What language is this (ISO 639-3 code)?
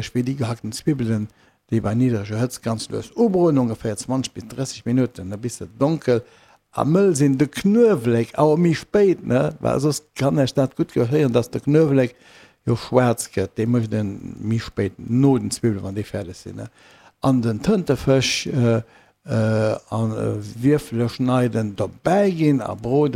ltz